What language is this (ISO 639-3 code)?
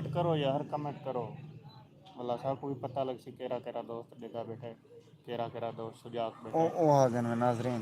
skr